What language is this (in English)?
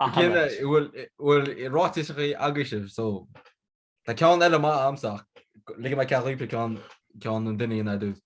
Irish